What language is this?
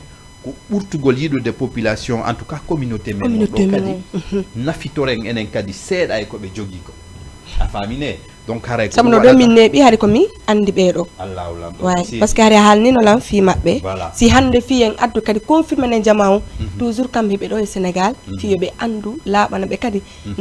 Fula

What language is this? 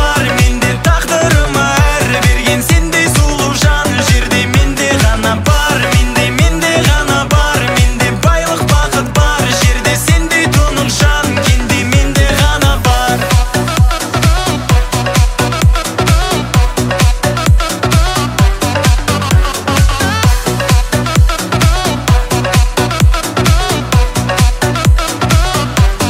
Kazakh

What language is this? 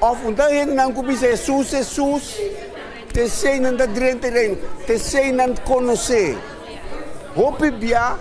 Papiamento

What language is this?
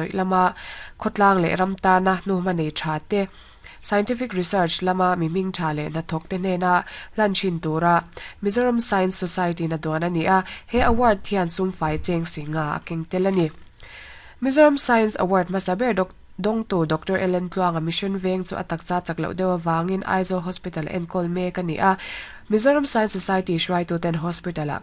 Mizo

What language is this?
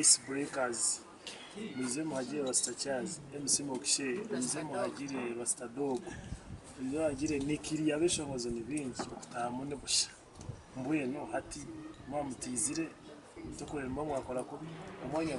Nyankole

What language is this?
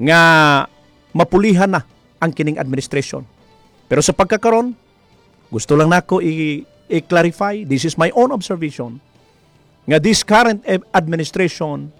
Cebuano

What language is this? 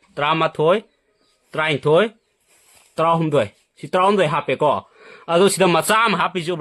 Manipuri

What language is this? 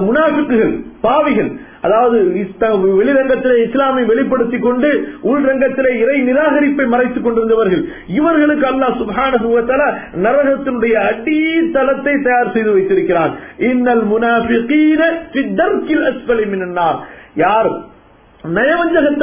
Tamil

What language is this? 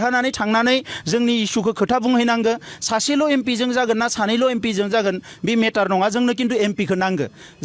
Bodo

